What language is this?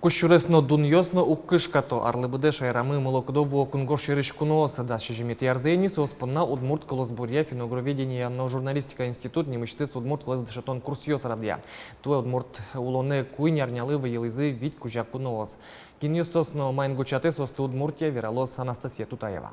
Udmurt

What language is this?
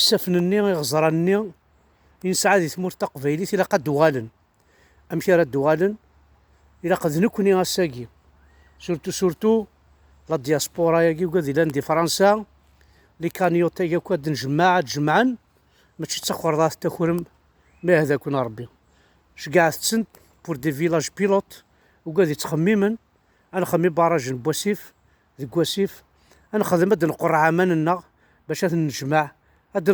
Kabyle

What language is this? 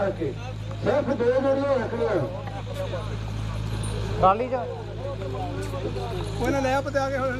Punjabi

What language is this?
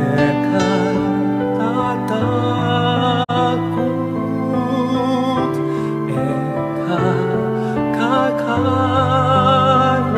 Pampanga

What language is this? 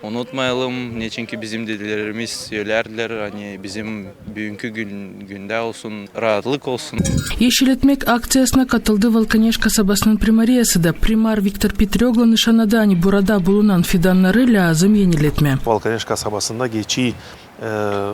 Gagauz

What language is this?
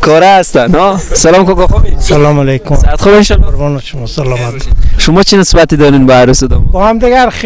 Persian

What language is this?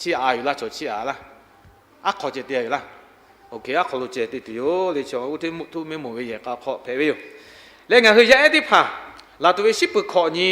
Lahu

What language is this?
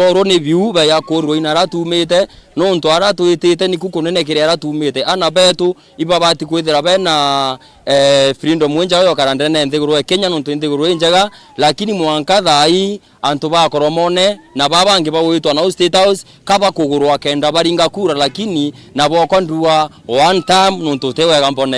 Meru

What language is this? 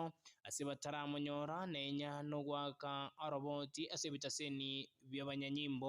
Gusii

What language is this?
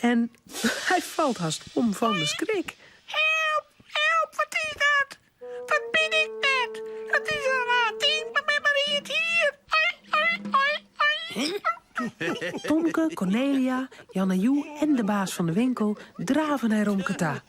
Western Frisian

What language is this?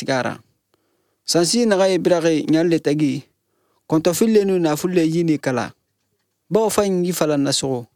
Albanian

